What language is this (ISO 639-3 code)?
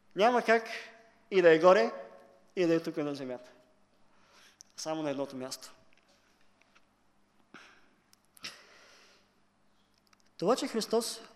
bul